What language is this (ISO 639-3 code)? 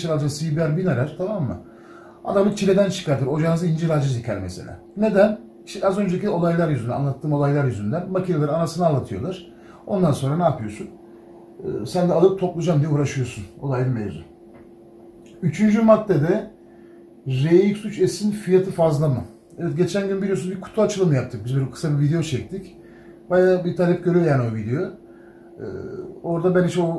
tur